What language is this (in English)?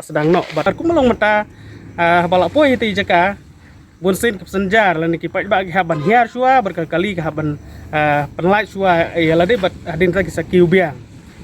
Khasi